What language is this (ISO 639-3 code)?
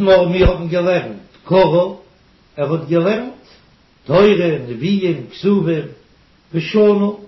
yid